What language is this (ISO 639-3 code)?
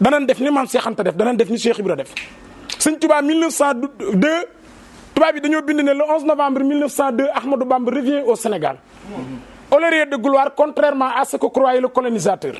wol